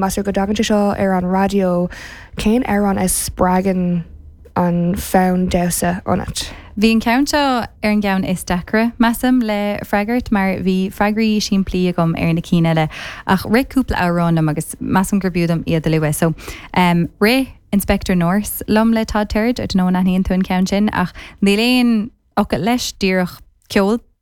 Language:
Irish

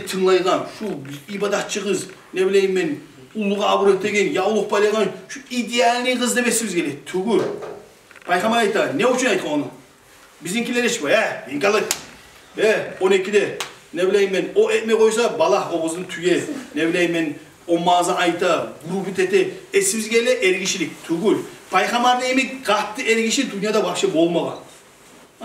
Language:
Kumyk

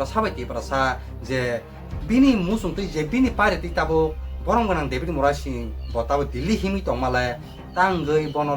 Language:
Kok Borok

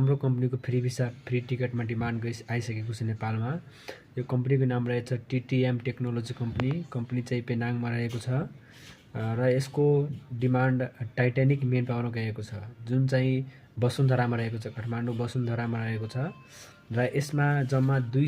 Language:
Nepali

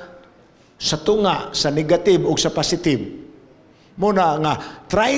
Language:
Cebuano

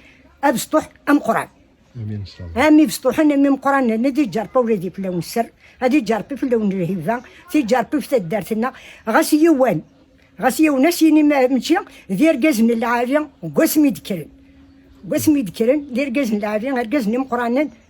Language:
Kabyle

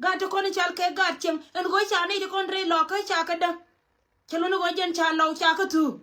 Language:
Nuer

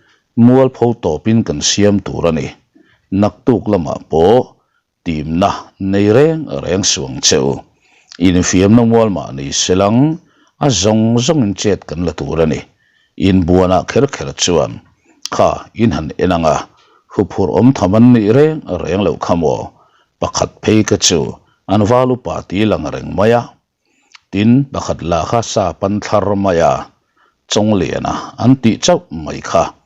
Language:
Mizo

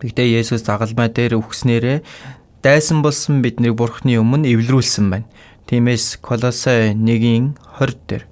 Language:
Mongolian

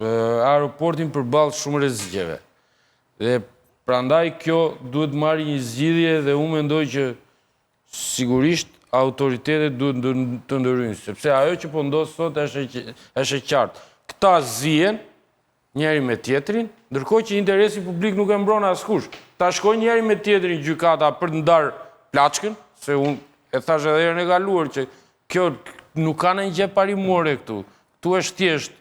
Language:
Albanian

